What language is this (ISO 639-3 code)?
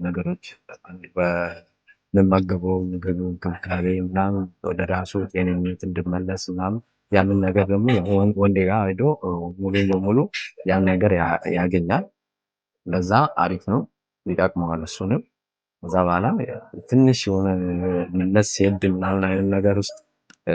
amh